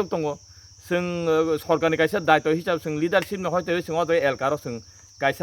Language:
Kok Borok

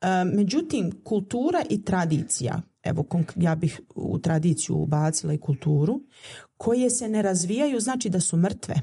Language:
Bosnian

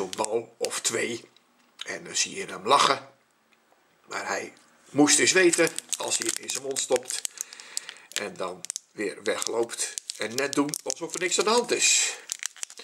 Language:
Dutch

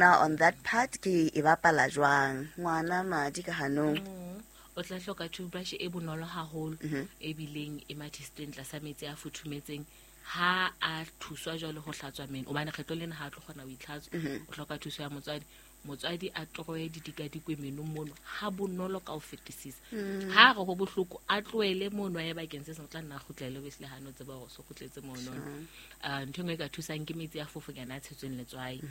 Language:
Southern Sotho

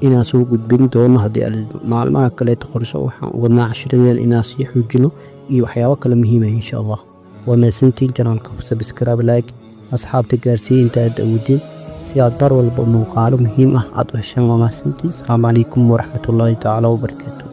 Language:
Somali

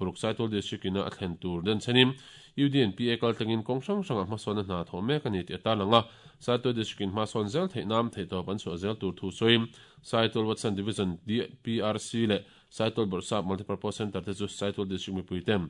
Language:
Mizo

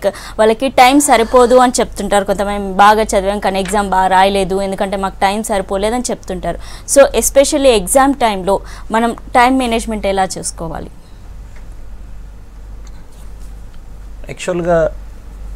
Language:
Telugu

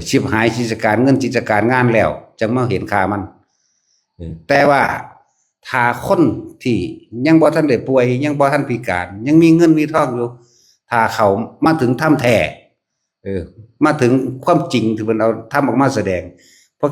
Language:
Northeastern Thai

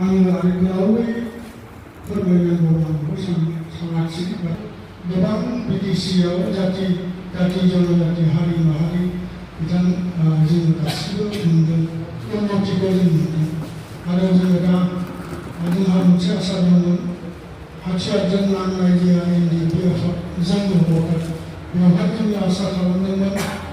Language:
Bodo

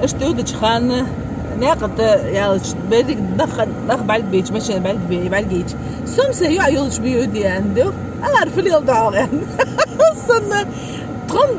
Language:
Ingush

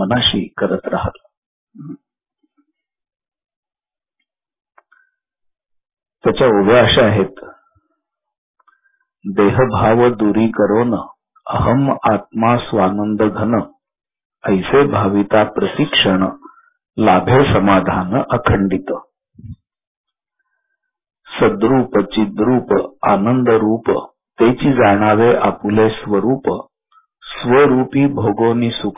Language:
Marathi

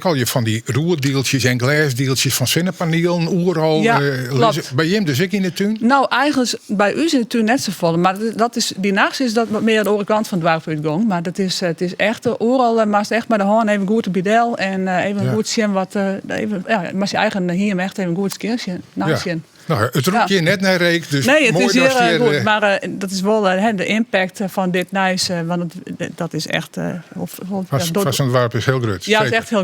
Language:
Western Frisian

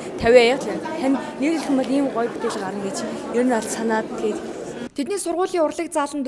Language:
Mongolian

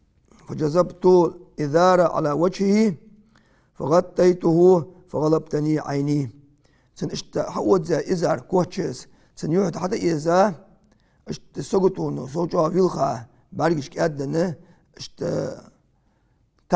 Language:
Ingush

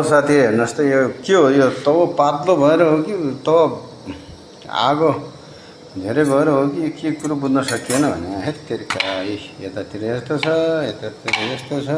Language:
Nepali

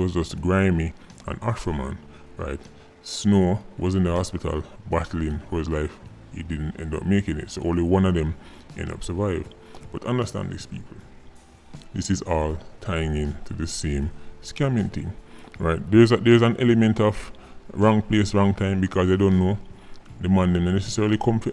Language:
Jamaican Creole English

